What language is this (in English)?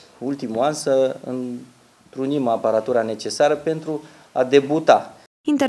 Romanian